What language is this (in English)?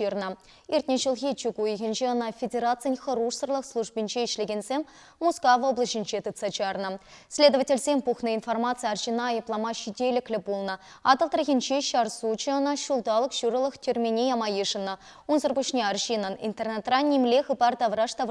Chuvash